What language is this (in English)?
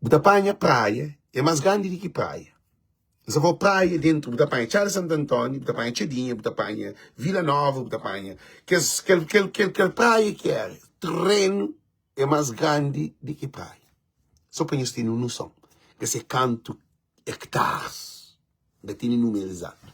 Kabuverdianu